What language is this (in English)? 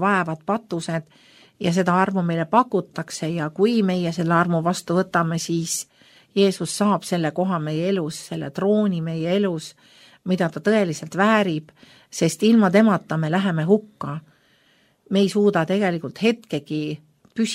Estonian